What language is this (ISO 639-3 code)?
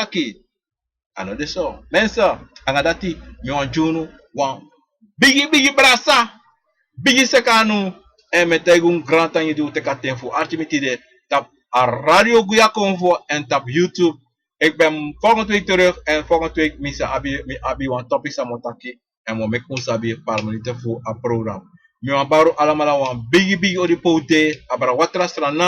srn